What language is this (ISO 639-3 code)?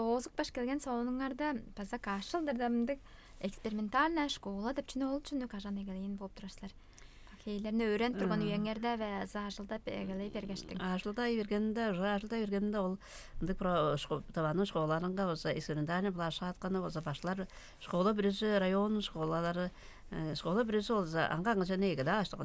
tyv